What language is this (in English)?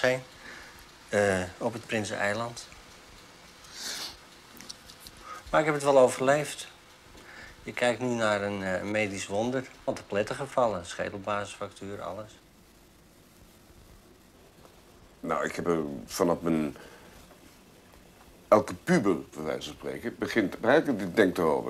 Dutch